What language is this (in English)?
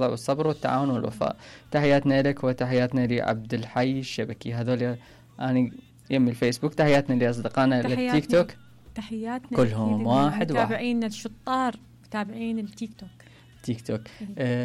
Mesopotamian Arabic